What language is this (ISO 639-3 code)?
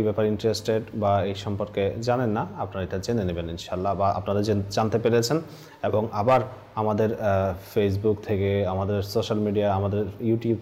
ben